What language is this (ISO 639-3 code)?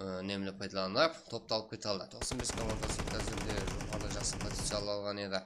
kaa